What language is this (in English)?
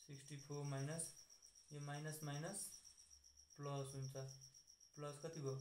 Nepali